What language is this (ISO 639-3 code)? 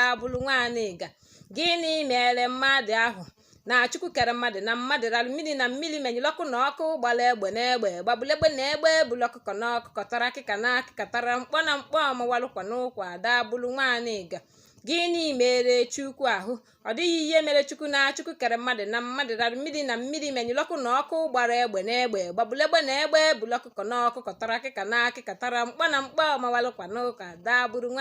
ibo